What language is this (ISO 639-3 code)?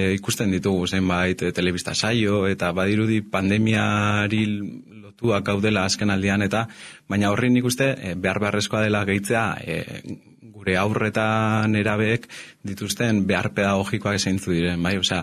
eus